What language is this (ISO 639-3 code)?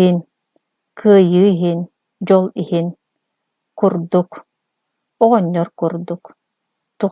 sah